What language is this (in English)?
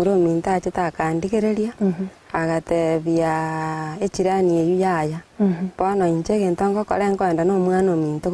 Gusii